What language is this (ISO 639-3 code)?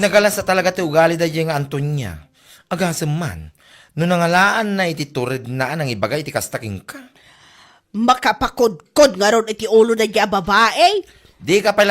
ilo